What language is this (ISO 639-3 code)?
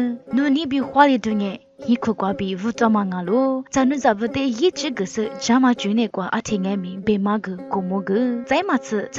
lis